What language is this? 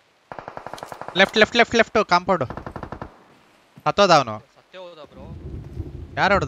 Kannada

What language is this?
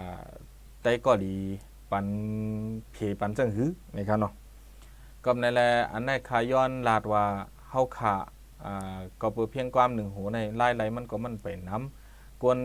Shan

